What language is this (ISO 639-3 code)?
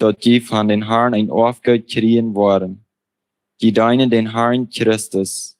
pdt